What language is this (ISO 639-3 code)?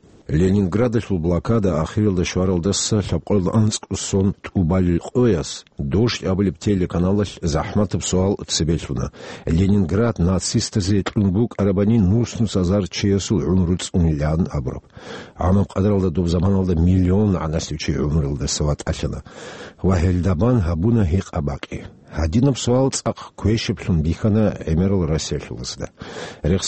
ava